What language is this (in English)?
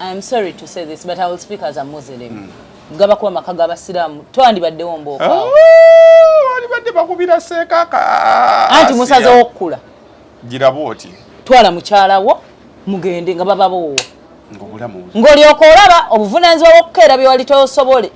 Ganda